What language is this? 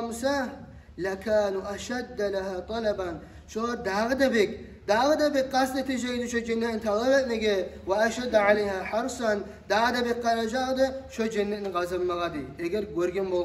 Kumyk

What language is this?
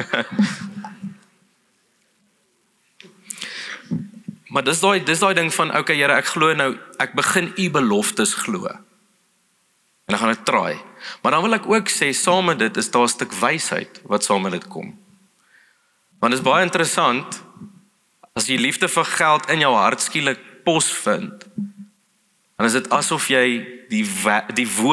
Afrikaans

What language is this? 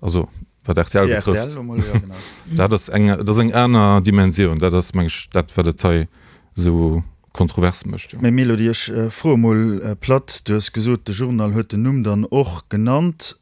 Luxembourgish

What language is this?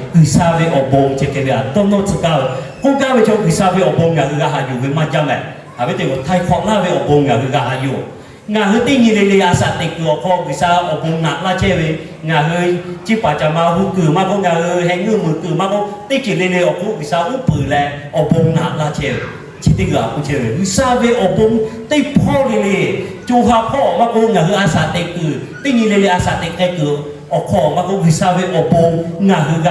Lahu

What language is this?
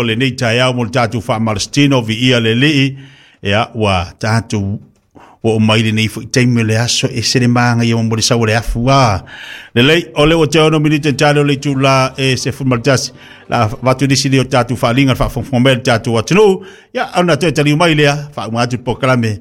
Samoan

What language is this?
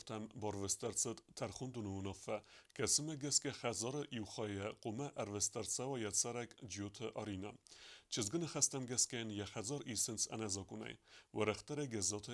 Ossetic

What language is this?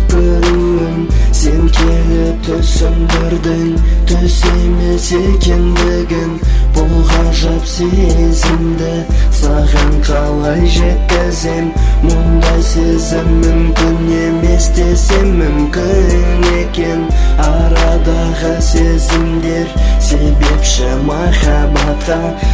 Kazakh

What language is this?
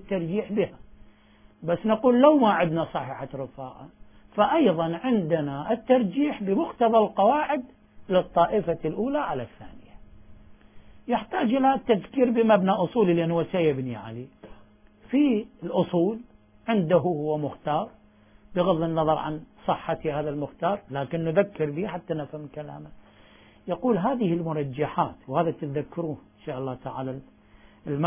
Arabic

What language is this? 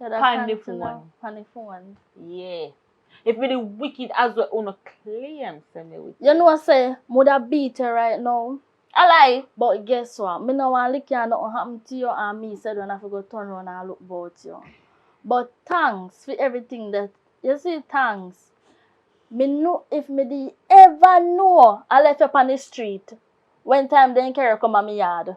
Jamaican Creole English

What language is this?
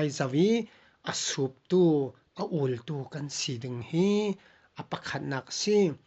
Falam Chin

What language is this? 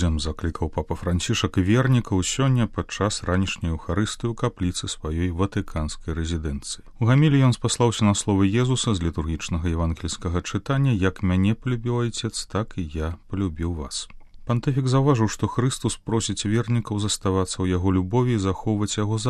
Belarusian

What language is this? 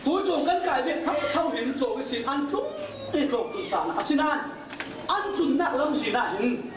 Falam Chin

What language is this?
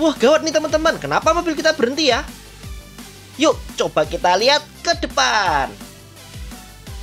Indonesian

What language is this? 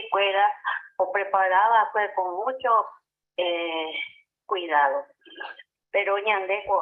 Guarani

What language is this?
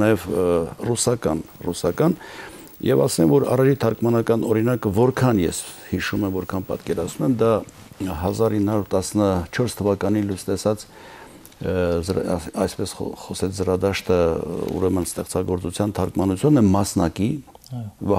Armenian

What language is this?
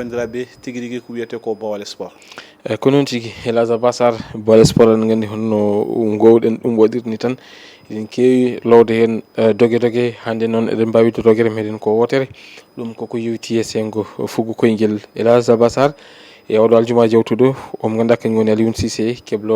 Fula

